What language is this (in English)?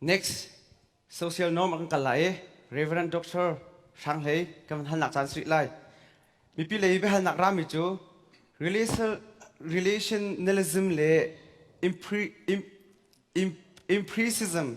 Hakha Chin